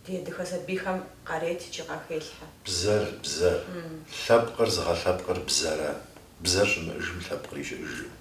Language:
Kabardian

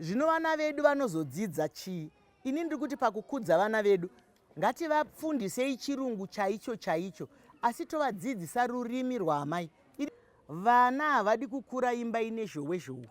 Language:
Shona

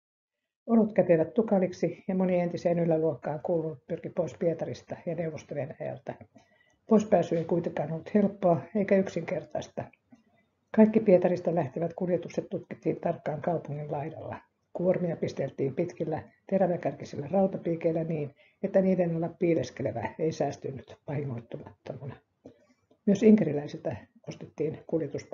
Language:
Finnish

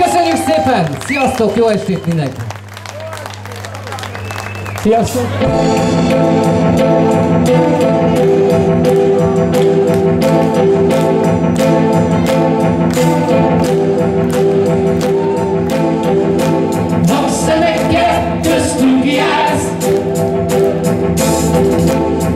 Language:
Hungarian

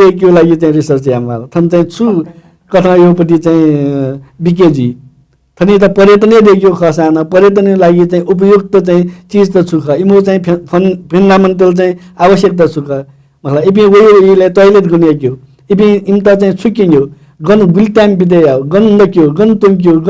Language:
Newari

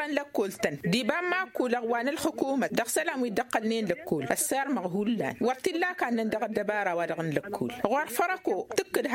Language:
Tamasheq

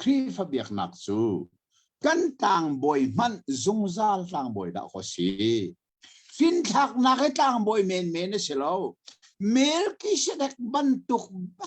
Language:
Hakha Chin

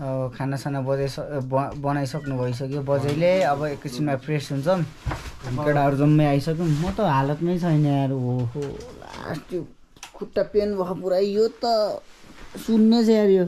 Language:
Nepali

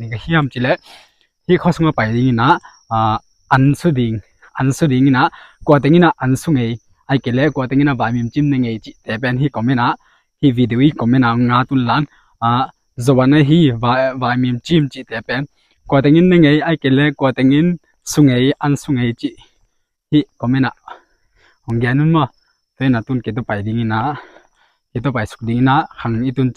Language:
Tedim Chin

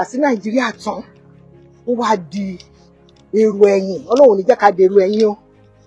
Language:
Yoruba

